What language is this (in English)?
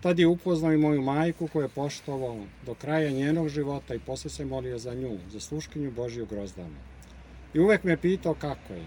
Serbian